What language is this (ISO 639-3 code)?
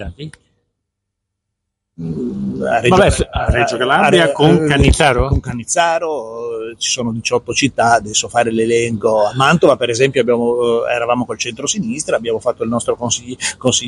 ita